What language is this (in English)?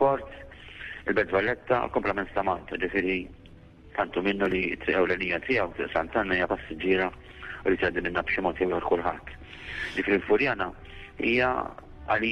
Maltese